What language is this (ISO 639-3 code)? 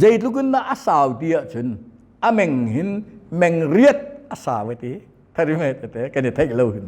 cnh